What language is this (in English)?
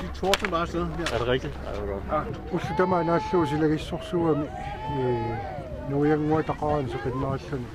Kalaallisut